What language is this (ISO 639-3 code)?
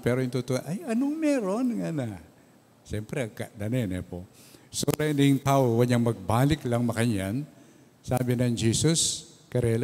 pam